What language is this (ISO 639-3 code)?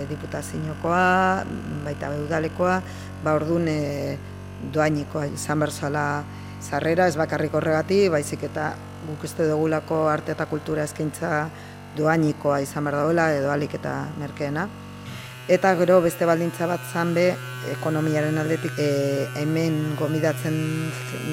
eus